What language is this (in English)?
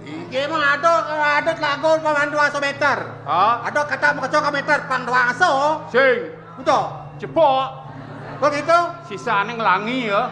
Balinese